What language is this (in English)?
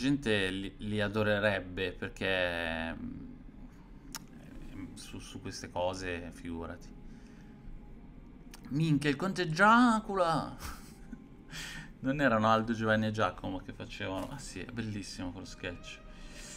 Italian